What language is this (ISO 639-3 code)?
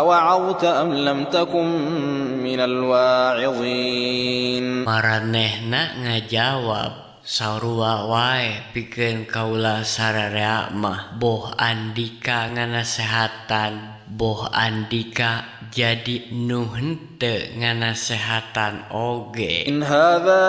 sun